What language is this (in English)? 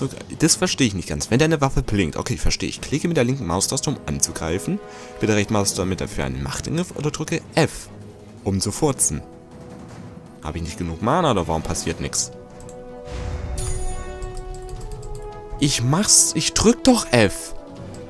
German